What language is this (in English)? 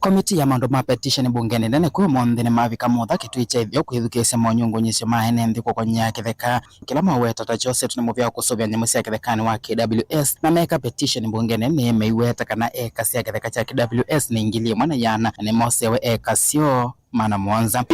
Kamba